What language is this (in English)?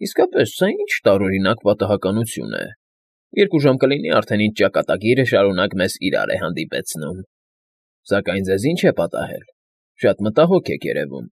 Armenian